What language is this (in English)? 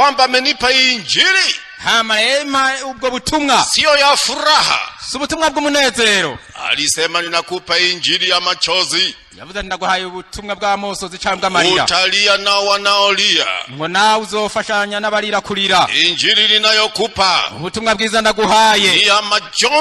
Rundi